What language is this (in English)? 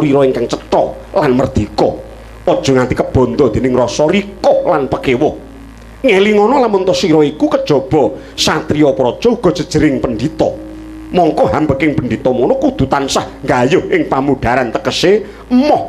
Javanese